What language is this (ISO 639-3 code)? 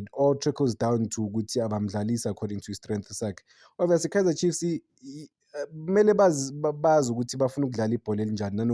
zul